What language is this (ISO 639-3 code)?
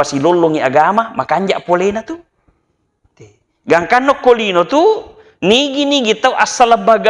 bug